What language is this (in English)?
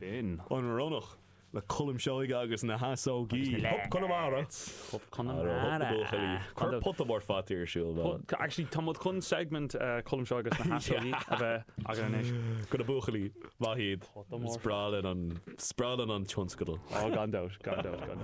Irish